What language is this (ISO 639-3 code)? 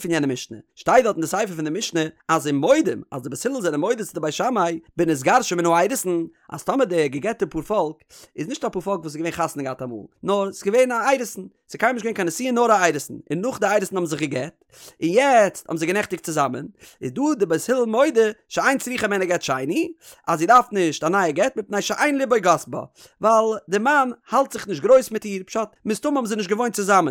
yid